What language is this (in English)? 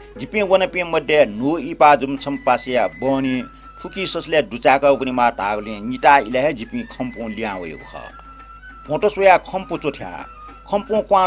Newari